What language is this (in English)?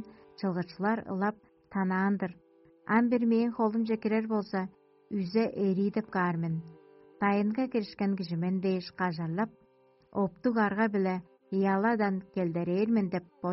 Tuvinian